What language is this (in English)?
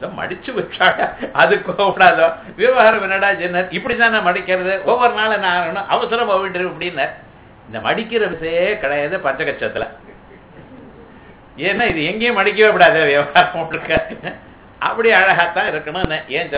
Tamil